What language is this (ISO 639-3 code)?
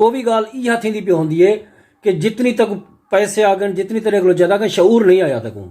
skr